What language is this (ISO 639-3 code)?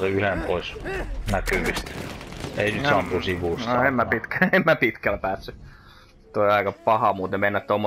fin